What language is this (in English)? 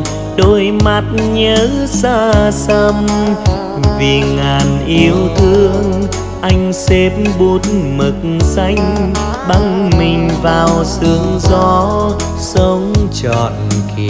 Vietnamese